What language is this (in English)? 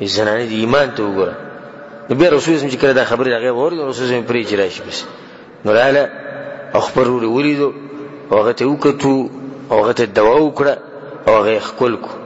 Pashto